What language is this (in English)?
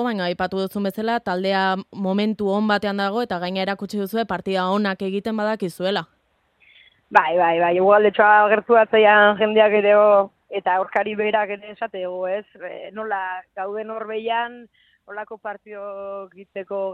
Basque